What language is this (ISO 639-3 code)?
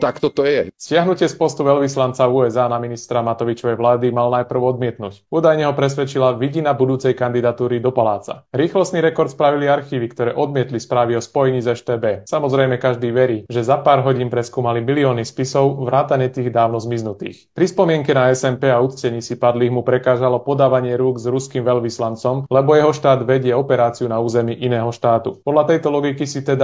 slk